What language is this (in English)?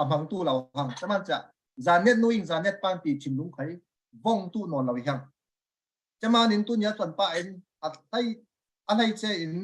Falam Chin